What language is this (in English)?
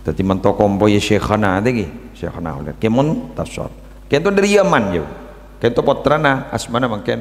Madurese